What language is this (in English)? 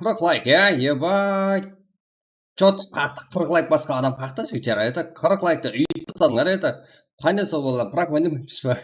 Kara-Kalpak